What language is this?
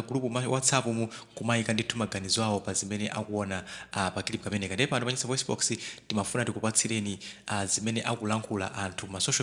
Nyanja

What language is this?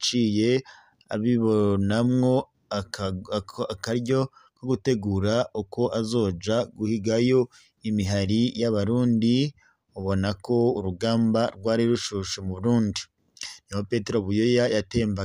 Rundi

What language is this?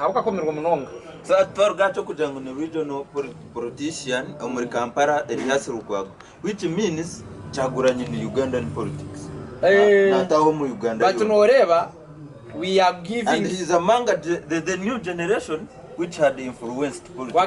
Nyankole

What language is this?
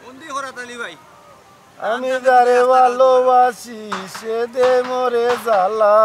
Sylheti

